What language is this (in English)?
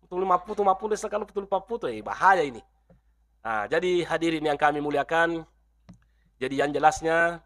Buginese